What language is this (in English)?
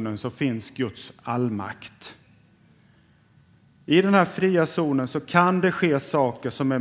Swedish